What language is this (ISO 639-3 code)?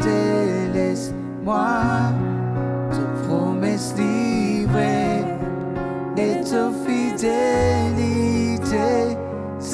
mfe